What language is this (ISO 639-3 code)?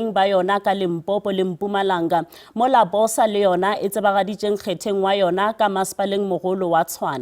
nso